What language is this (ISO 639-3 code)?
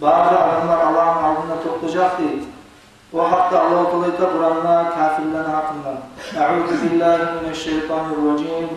kum